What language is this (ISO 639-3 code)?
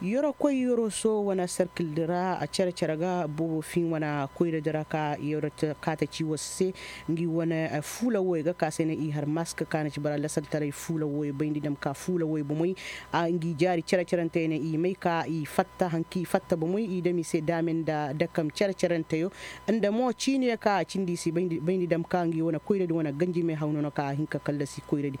ses